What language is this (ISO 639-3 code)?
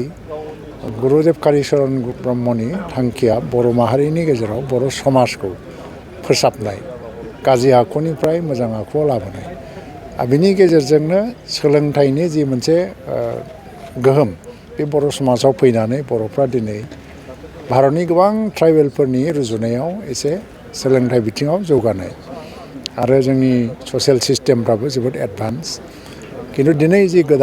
brx